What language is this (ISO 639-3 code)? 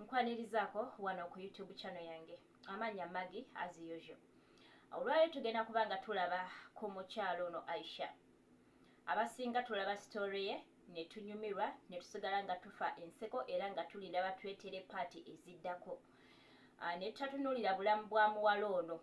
lug